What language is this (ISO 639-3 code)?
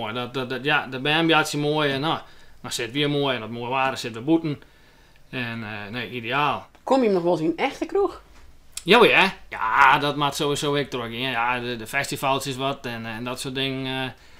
fry